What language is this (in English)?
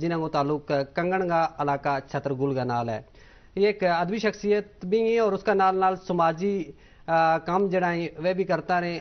Gujari